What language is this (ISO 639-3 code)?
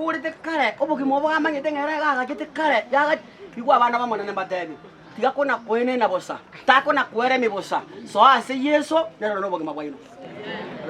guz